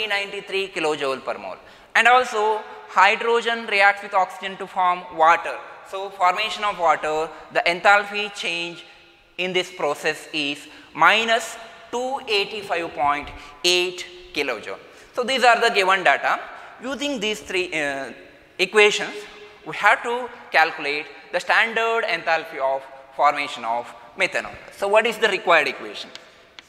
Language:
English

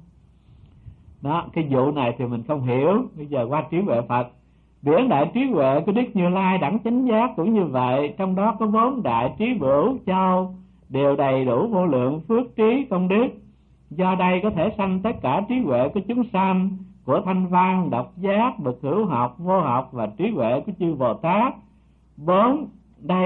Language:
Vietnamese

